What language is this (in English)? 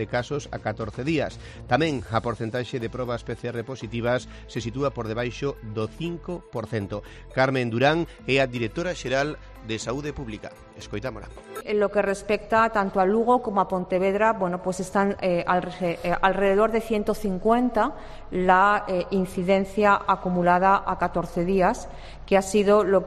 Galician